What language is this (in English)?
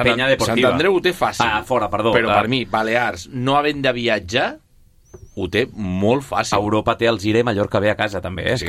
Catalan